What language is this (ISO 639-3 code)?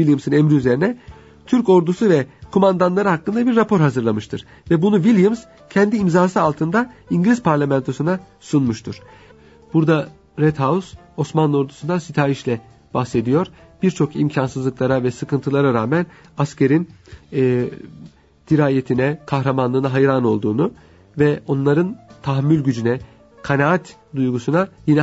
tur